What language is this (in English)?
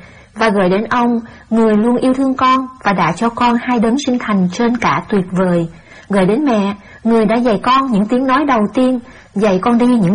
Vietnamese